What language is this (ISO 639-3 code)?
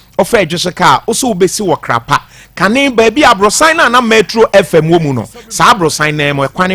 aka